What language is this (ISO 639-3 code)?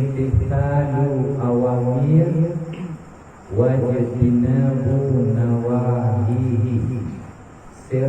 ace